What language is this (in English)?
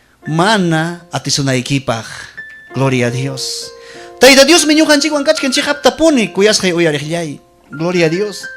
Ayacucho Quechua